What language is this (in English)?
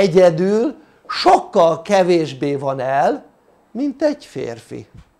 Hungarian